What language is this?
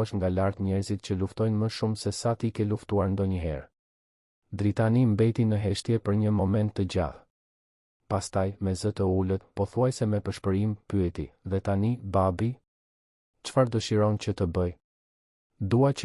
Albanian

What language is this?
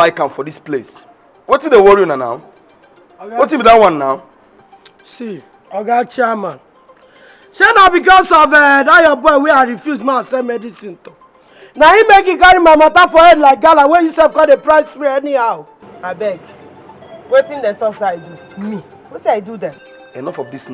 Nigerian Pidgin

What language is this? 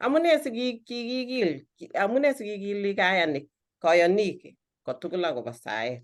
Kalenjin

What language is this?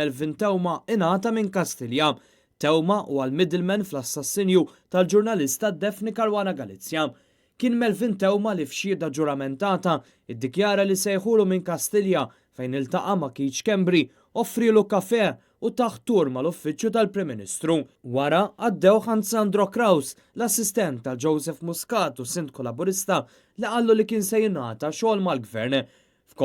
Maltese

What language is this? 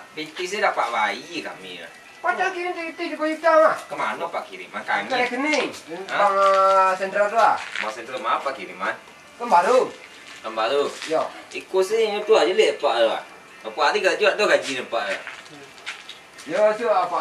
Minangkabau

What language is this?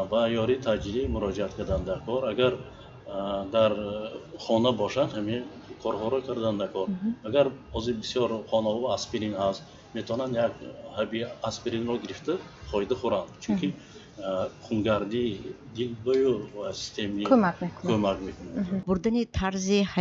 Tajik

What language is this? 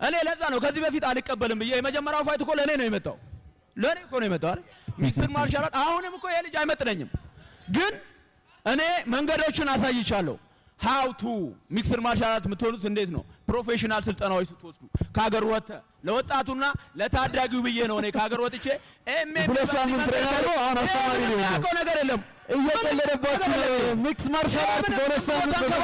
Amharic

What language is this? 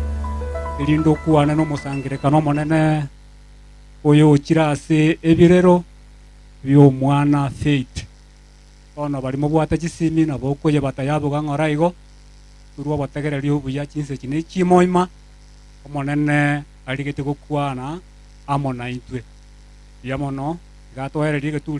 Gusii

